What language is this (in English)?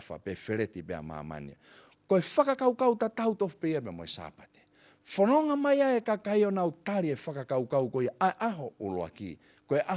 Tongan